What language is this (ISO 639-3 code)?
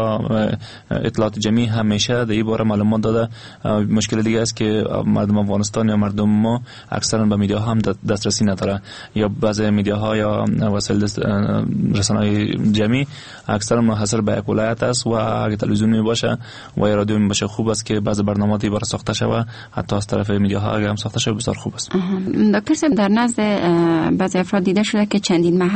fas